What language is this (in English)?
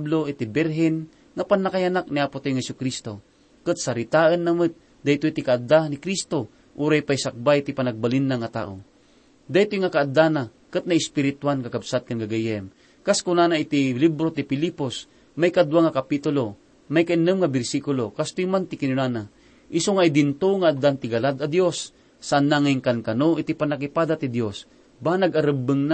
Iloko